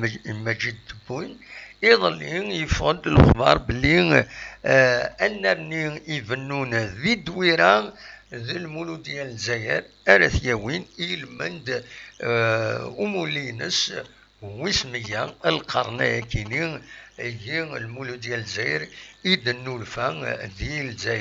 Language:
Kabyle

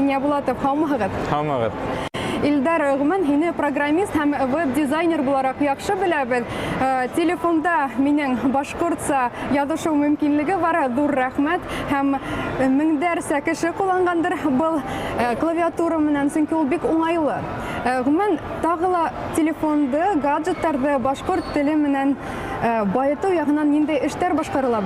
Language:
Bashkir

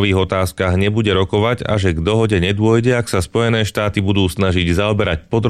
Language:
Slovak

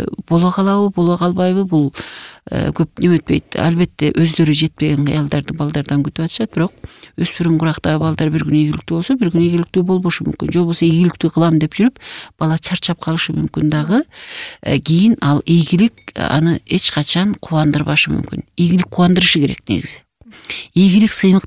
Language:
Kyrgyz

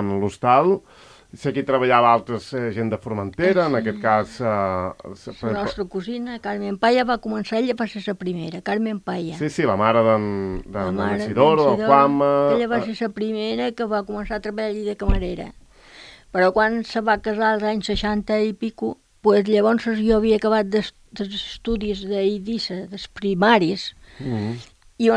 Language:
Catalan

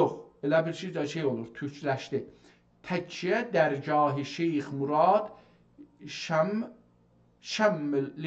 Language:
South Azerbaijani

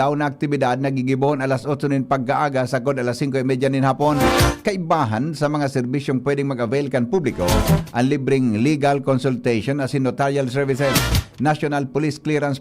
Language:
Bikol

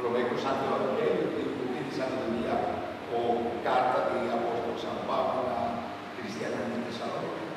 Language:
Papiamento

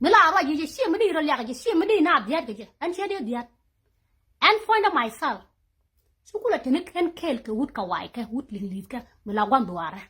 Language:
Nuer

